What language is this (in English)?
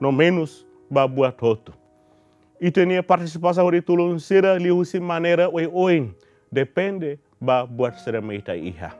Tetum